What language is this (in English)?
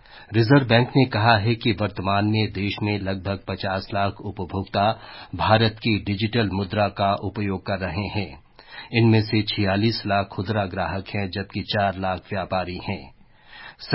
Hindi